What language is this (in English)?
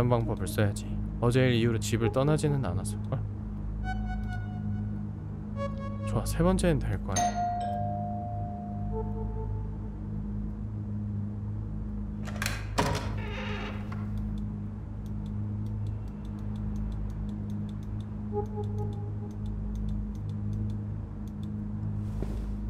Korean